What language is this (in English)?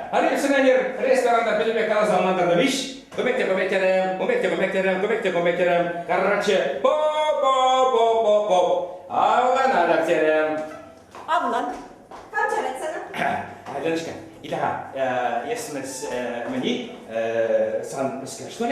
Chuvash